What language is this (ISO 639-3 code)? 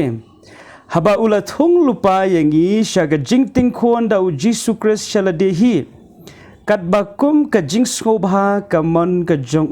kha